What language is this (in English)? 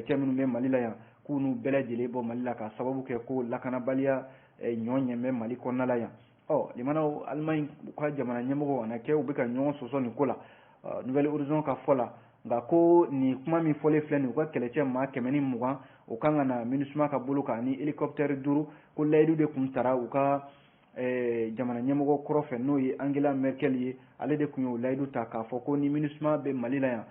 Bambara